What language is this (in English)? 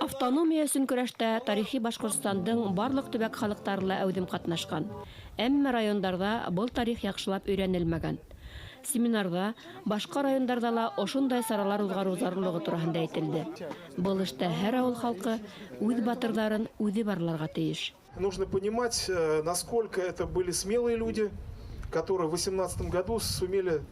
Bashkir